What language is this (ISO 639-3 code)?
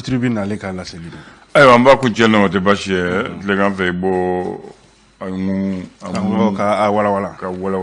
bam